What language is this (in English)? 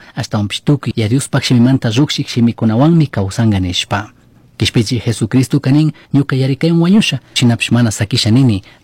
Chimborazo Highland Quichua